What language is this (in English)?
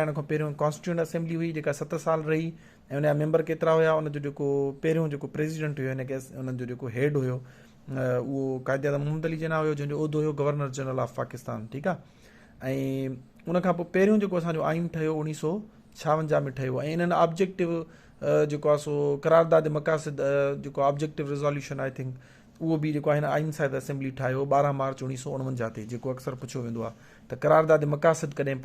Sindhi